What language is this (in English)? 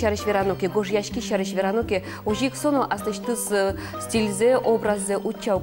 Udmurt